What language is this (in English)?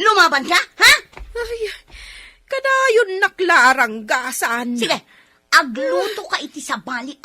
Iloko